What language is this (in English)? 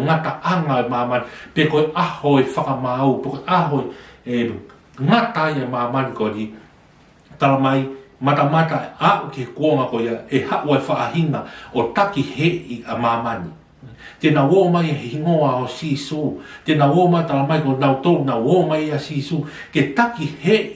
Tongan